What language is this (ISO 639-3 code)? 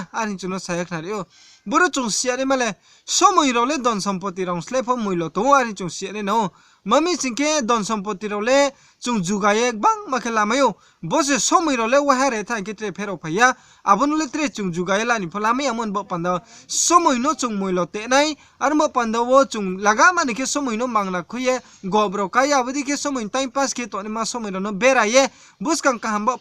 ria